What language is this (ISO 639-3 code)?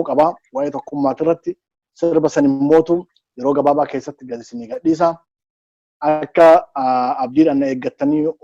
orm